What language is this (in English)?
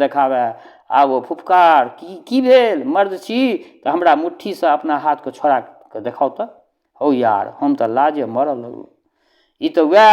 Maithili